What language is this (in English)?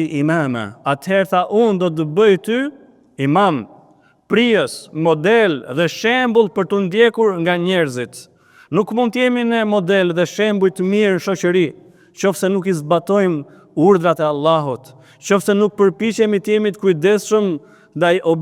Albanian